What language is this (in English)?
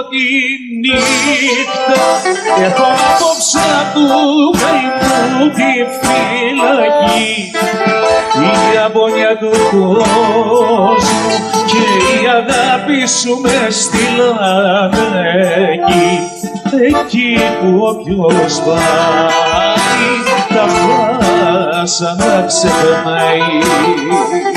Greek